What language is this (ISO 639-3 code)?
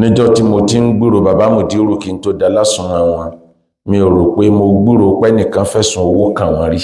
yor